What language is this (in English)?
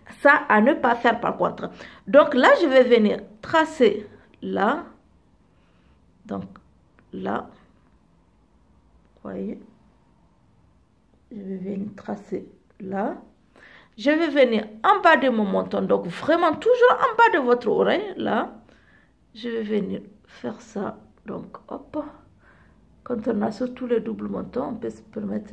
French